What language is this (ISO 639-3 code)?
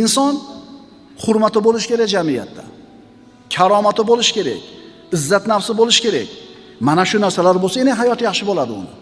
uzb